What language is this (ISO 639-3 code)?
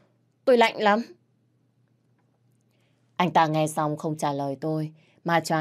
vie